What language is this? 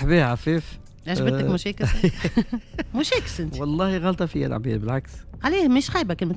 Tunisian Arabic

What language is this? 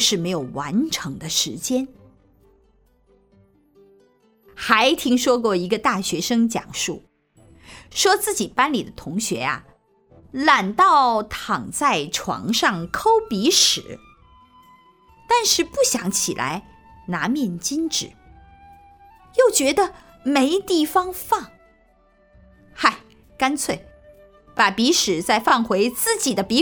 Chinese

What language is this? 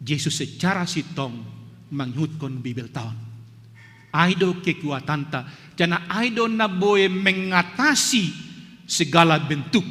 Batak Simalungun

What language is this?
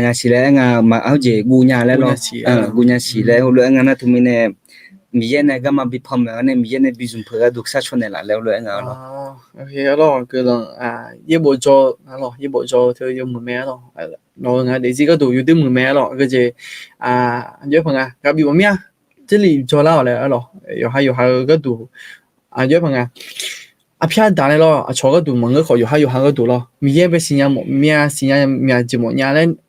Akha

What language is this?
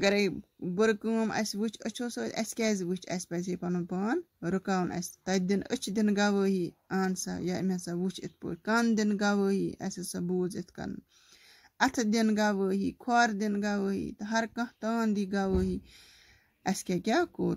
Kashmiri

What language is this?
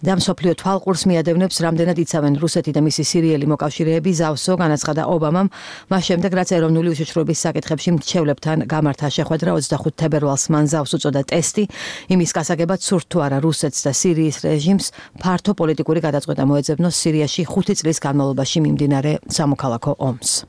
Georgian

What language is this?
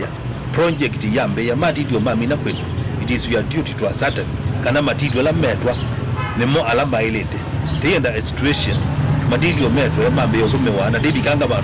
Kamba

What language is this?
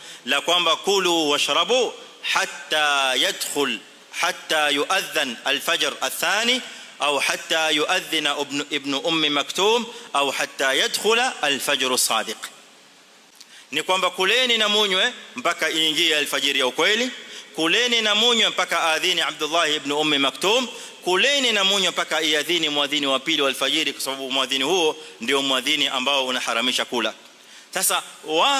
Swahili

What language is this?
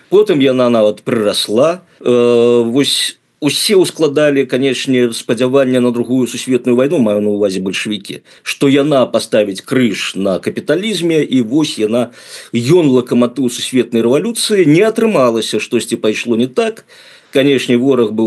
Belarusian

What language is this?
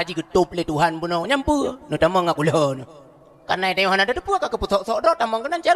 Achinese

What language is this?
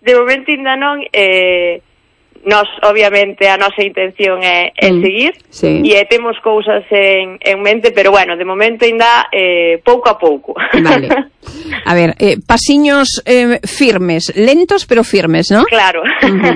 Galician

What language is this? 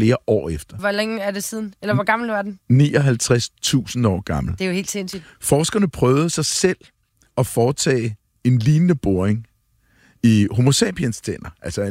Danish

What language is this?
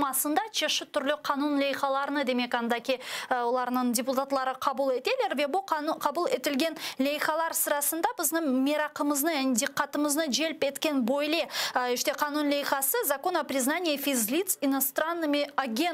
Crimean Tatar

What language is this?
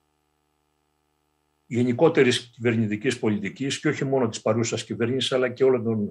Greek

